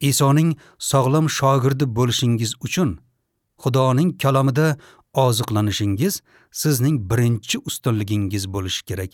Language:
Uzbek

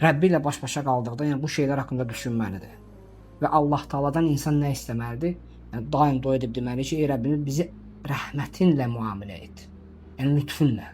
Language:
Azerbaijani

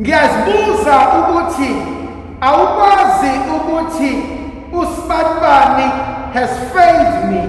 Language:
Zulu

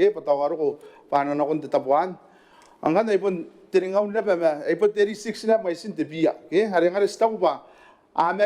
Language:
Gilbertese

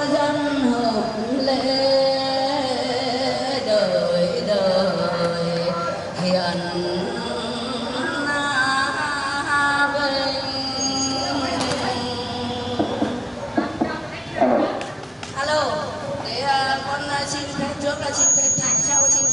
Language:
Vietnamese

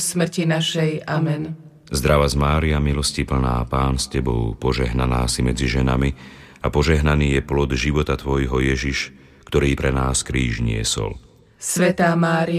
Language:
Slovak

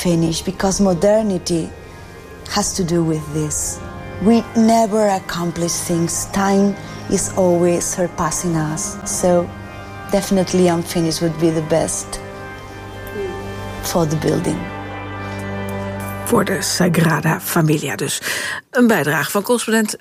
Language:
Dutch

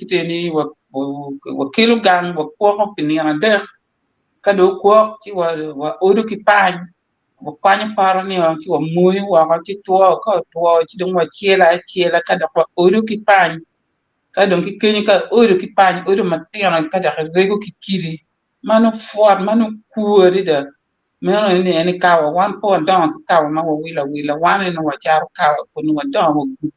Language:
Acoli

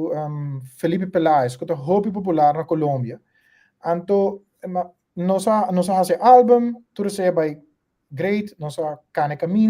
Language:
Papiamento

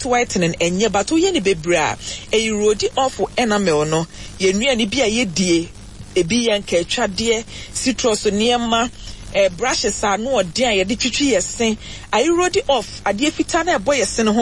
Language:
Akan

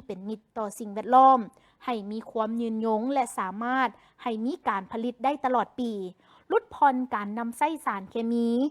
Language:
Lao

